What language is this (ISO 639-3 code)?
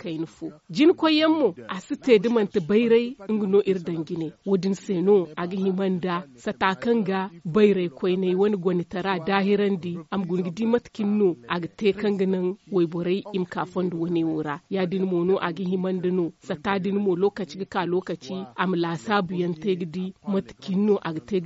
dje